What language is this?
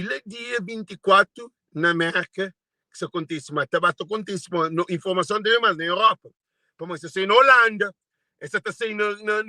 Kabuverdianu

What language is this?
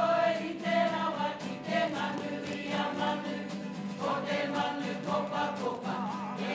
Māori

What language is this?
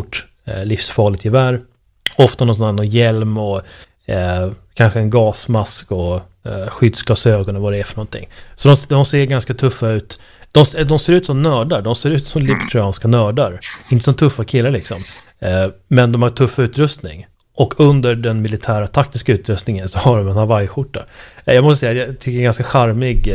Swedish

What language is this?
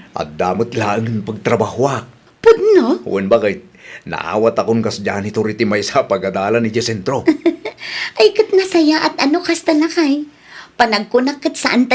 Iloko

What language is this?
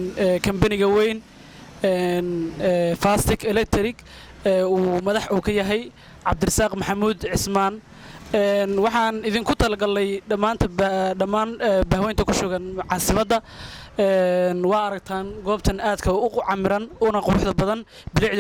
Somali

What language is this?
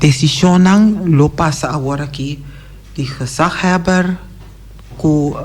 Papiamento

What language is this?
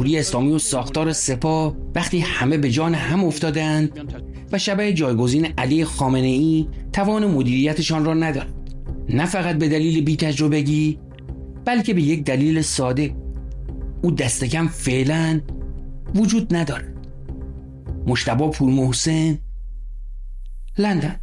Persian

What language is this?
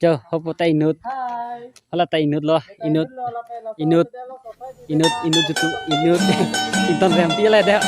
Karbi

